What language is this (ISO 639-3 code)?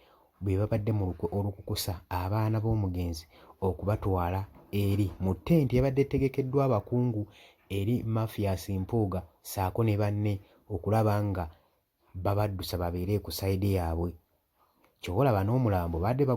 lug